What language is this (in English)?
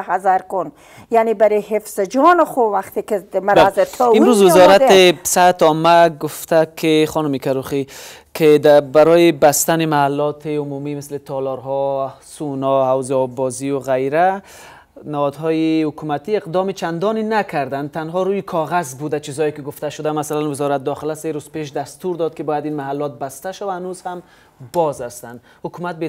Persian